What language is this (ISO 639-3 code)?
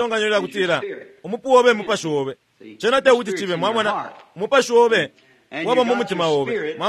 bem